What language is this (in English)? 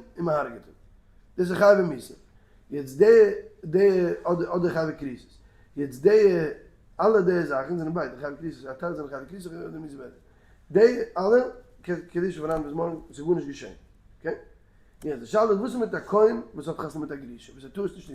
Yiddish